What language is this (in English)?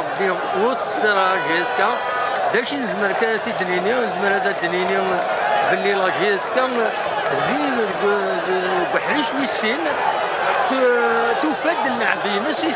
Kabyle